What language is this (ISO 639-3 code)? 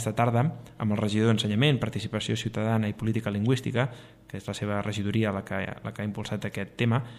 cat